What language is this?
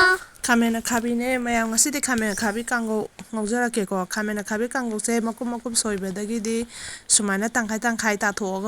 Manipuri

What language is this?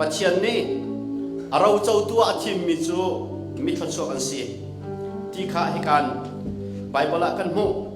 Hakha Chin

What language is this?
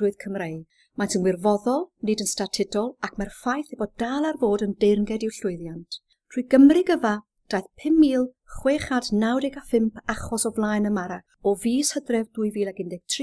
Welsh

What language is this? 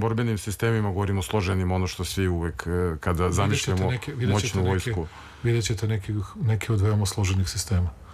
Serbian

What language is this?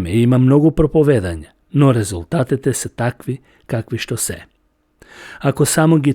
Macedonian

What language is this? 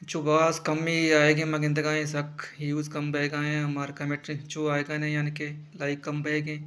Baluchi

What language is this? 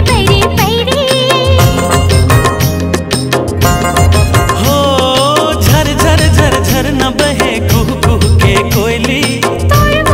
Chhattisgarhi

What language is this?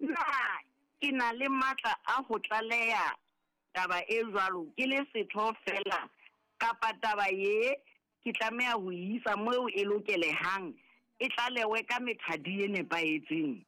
Southern Sotho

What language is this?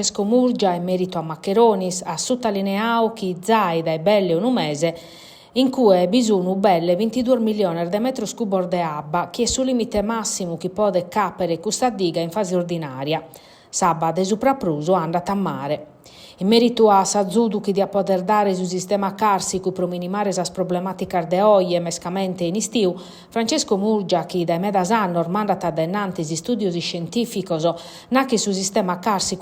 Sardinian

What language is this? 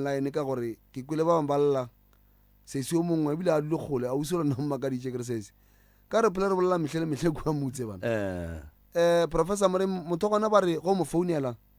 Northern Sotho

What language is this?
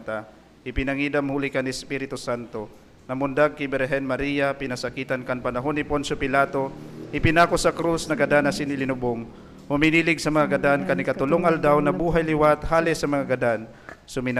Bikol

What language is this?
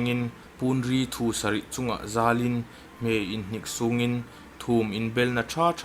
Hmar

